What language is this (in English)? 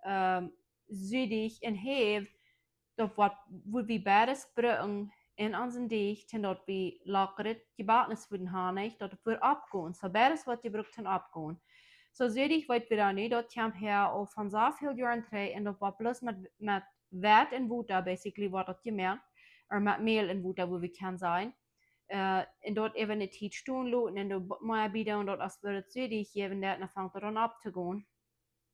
Plautdietsch